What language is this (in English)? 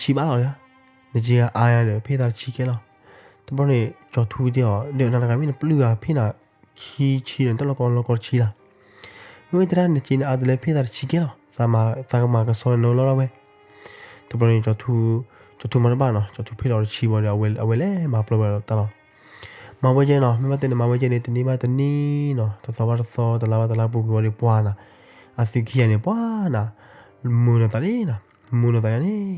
S'gaw Karen